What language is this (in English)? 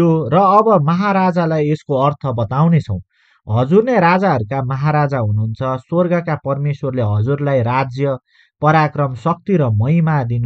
Nepali